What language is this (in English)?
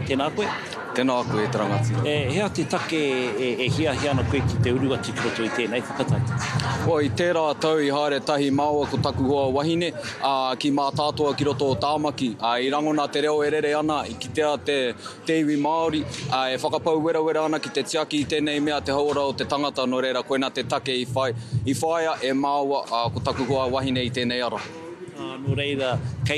Māori